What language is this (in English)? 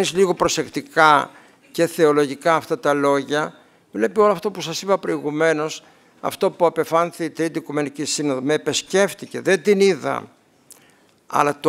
Greek